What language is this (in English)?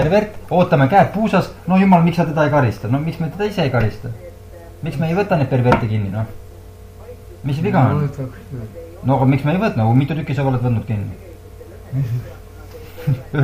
Estonian